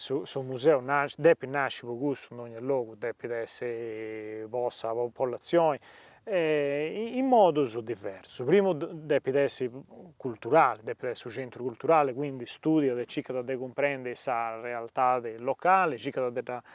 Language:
Sardinian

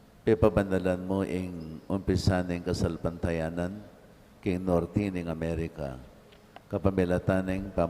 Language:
Pampanga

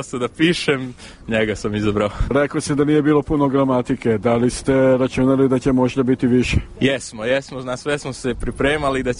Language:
Serbian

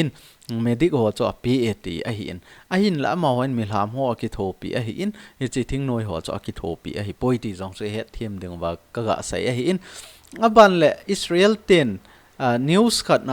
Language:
Thado Chin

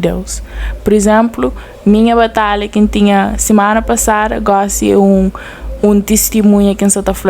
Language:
Kabuverdianu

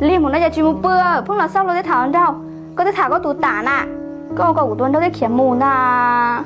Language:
Hmong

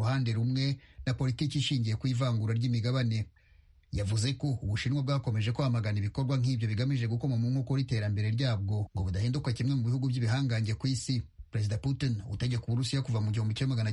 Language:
Kinyarwanda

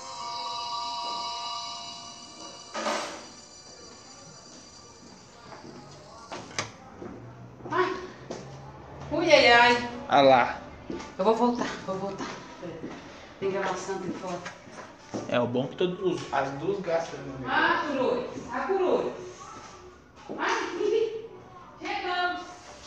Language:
Portuguese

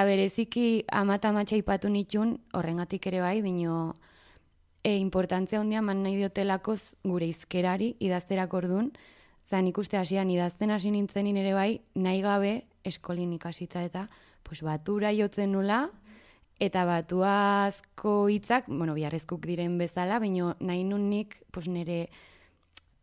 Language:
Basque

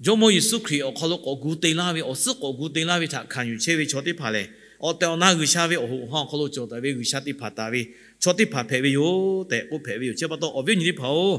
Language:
Lahu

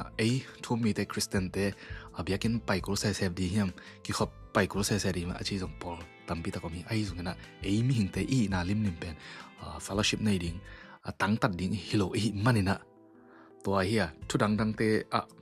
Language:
Tedim Chin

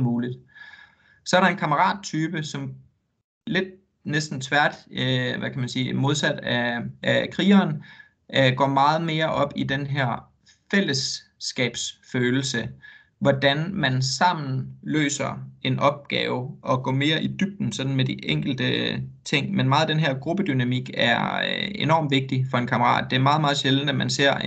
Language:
Danish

